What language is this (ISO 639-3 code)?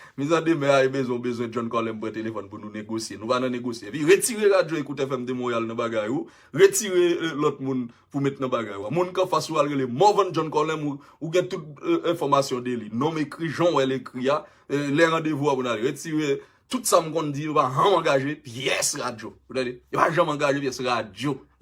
hat